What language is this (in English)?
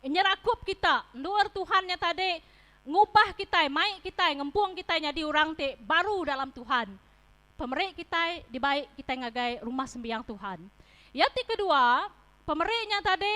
Iban